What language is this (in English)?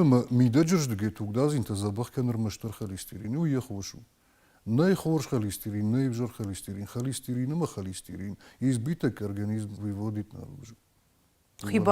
Ossetic